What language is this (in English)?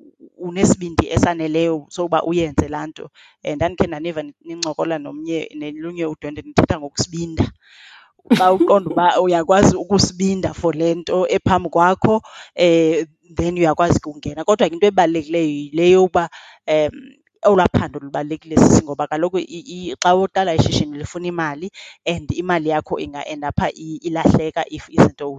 Xhosa